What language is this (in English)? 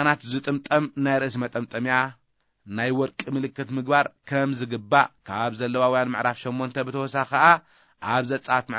Tigrinya